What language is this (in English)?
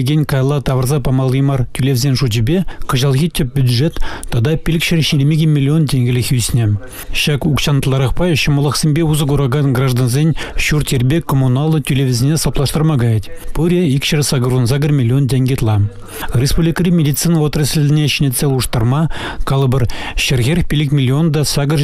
Chuvash